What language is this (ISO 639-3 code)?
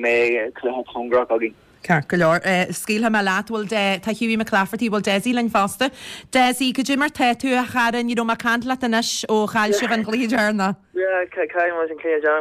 gle